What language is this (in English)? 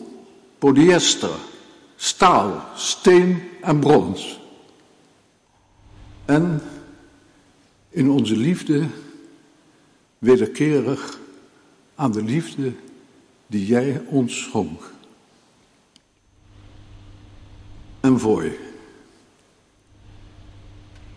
Dutch